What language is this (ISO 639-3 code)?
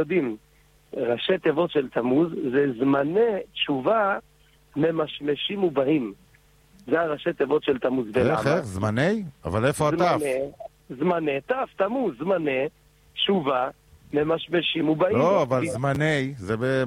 heb